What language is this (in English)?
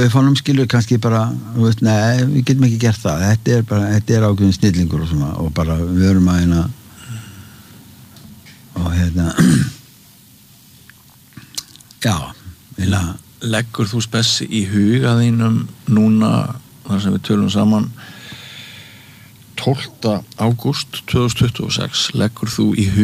Icelandic